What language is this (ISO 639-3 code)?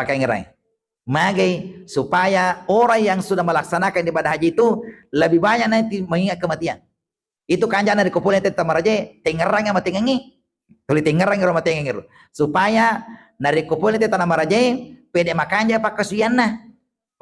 bug